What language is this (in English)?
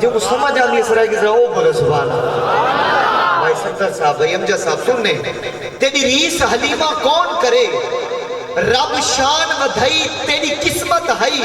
Saraiki